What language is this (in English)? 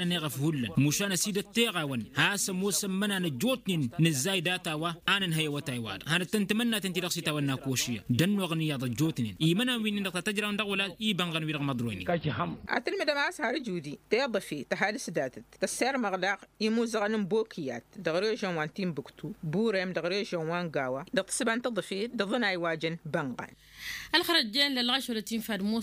Tamasheq